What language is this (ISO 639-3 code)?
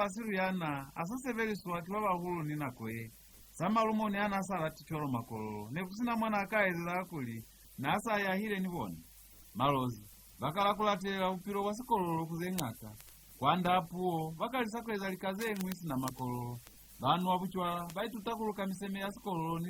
loz